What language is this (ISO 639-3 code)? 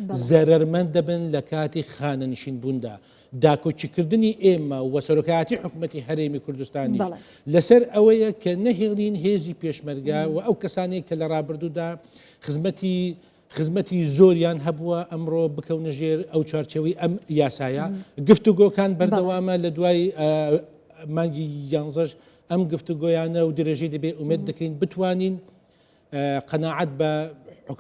ckb